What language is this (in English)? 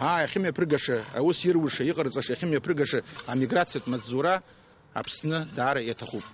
Abkhazian